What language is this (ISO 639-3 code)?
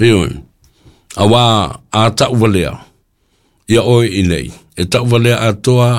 smo